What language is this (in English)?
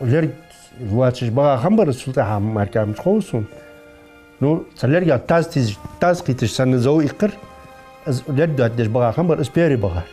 Ingush